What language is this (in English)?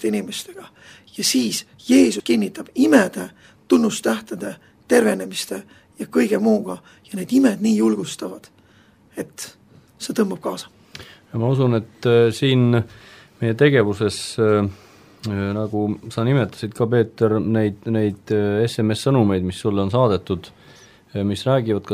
Estonian